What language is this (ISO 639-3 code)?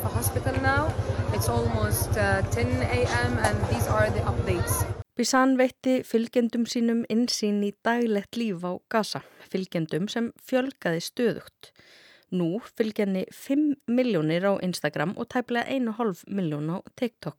isl